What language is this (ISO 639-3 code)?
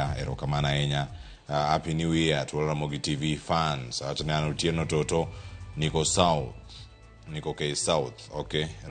luo